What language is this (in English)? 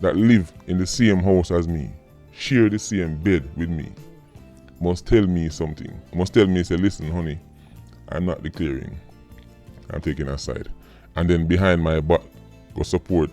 Jamaican Creole English